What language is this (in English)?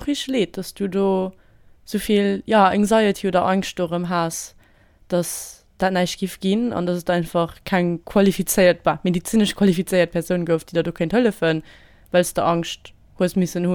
Luxembourgish